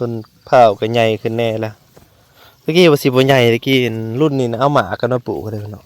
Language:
Northeastern Thai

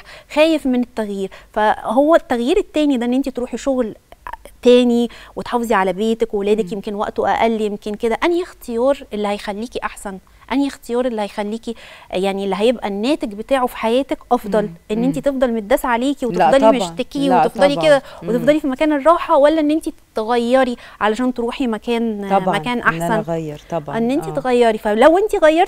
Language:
Egyptian Arabic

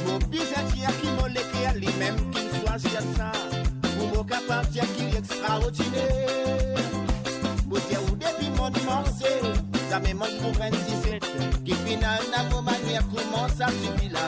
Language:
Morisyen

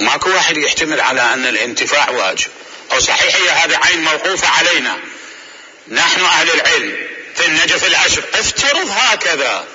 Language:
Mesopotamian Arabic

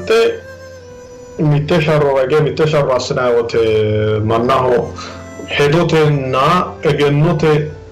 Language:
Sidamo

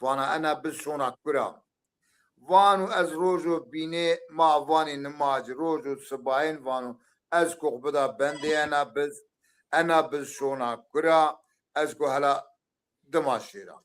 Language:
Zaza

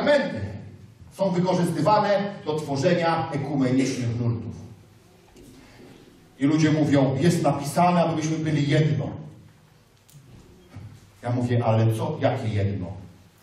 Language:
Polish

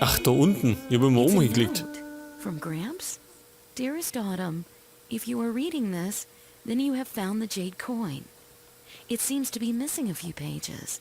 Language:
Bavarian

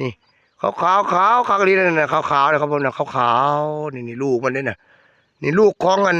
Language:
Northeastern Thai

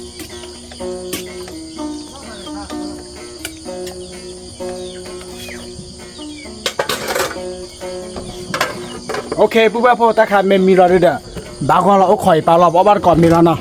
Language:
S'gaw Karen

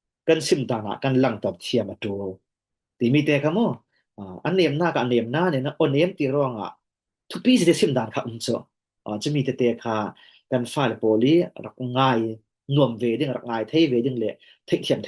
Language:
Falam Chin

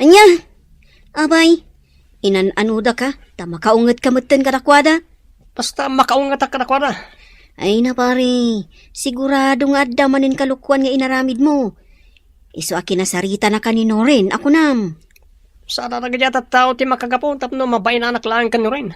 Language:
Iloko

